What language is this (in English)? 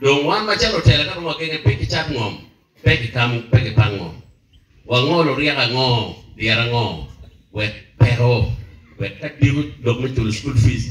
Acoli